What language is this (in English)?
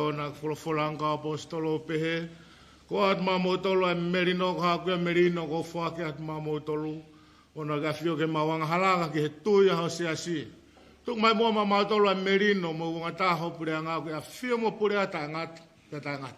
Tongan